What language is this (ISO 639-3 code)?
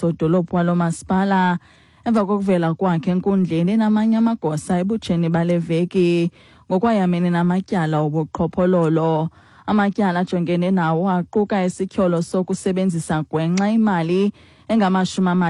xho